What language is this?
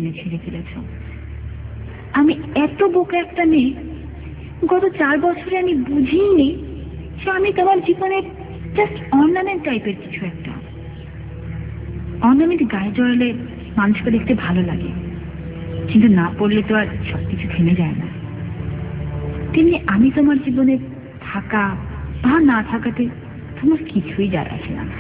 Bangla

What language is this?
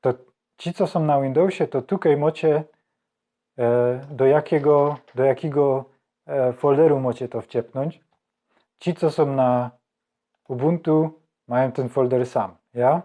Silesian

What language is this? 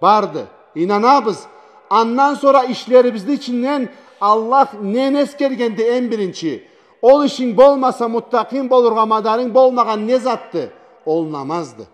Karachay-Balkar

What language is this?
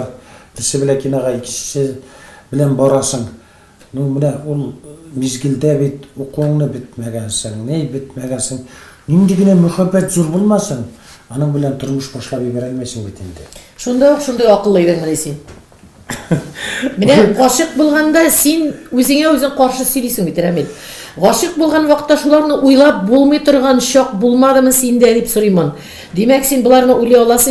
Tatar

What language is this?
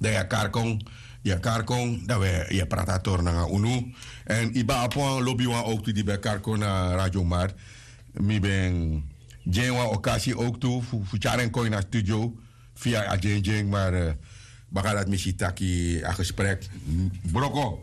Sranan Tongo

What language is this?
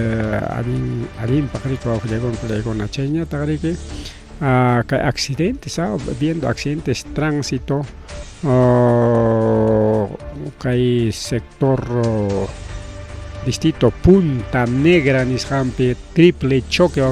Ayacucho Quechua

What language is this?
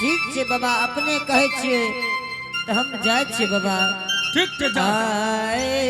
Angika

